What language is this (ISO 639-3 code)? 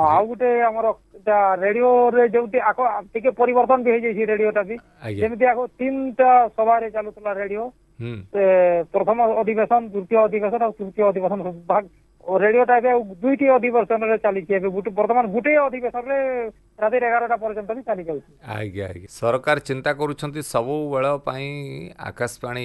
ori